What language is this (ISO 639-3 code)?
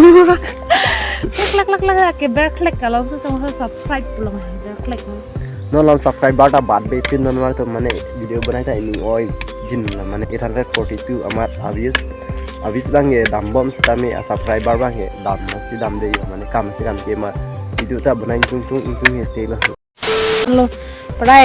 mjw